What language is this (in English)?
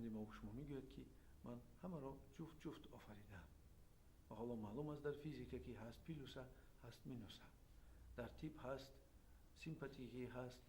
Tajik